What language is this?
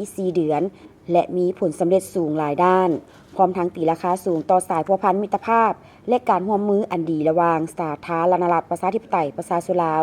Lao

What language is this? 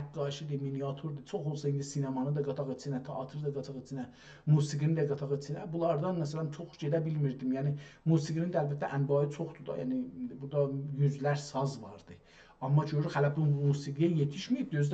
South Azerbaijani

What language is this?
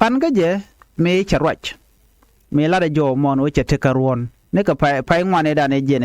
Nuer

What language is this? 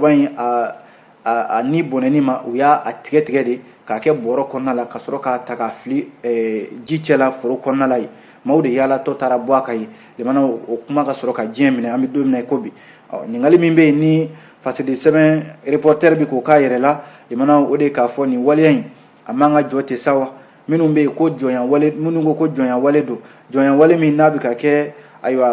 Bambara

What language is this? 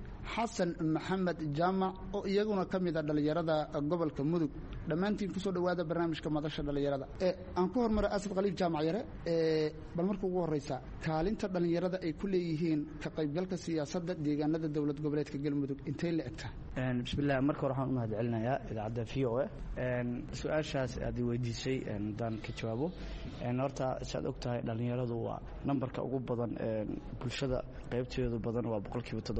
Somali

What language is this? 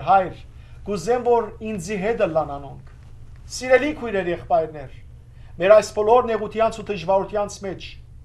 Western Armenian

